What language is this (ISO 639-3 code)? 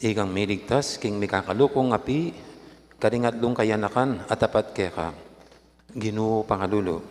pam